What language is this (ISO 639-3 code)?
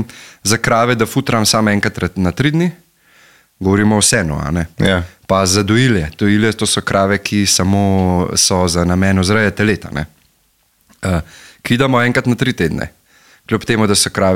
slv